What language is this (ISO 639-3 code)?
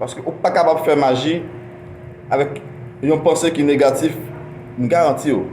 hat